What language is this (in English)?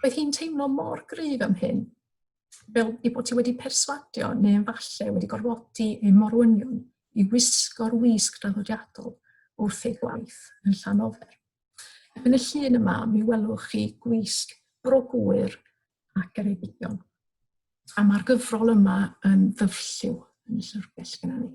Welsh